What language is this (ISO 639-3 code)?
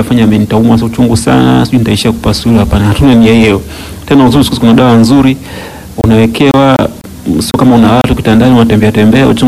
swa